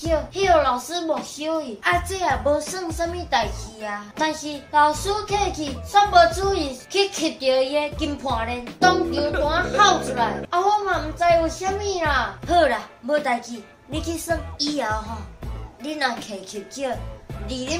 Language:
Min Nan Chinese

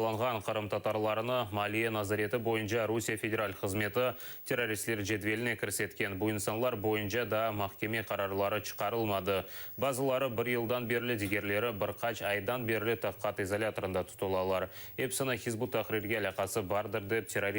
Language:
Crimean Tatar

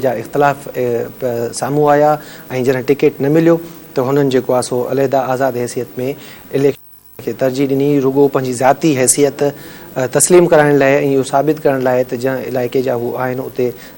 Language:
Sindhi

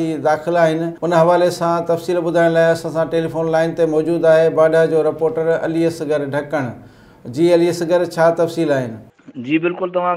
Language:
Sindhi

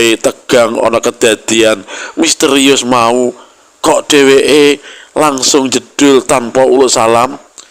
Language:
Javanese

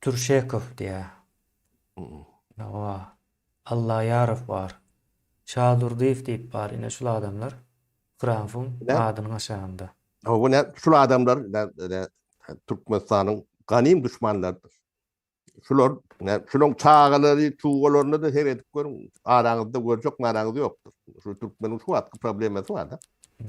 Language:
Turkmen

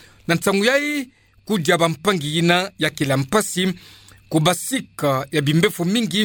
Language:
Kituba (Democratic Republic of Congo)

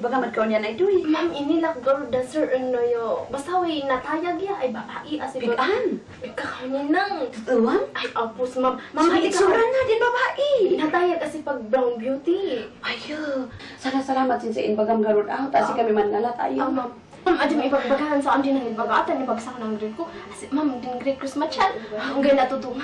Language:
Kankanaey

